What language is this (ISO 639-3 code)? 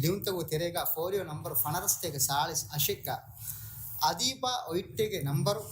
div